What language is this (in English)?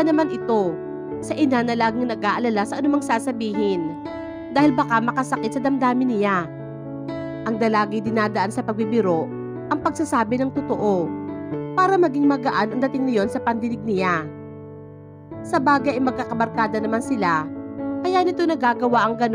Filipino